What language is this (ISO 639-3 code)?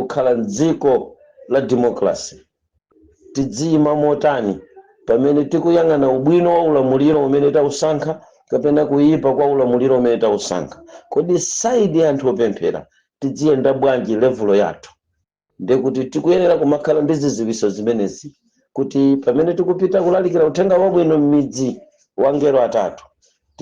nya